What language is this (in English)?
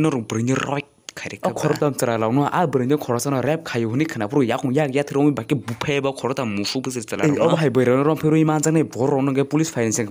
Kok Borok